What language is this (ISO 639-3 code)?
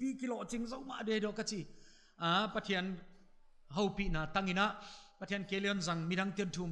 pck